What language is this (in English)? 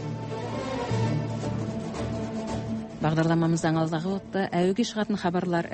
Kazakh